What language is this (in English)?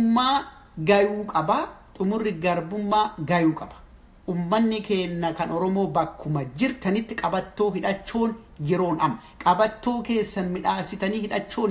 Oromo